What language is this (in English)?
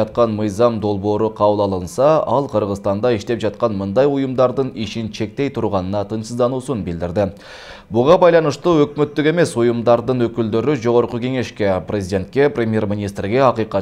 Kyrgyz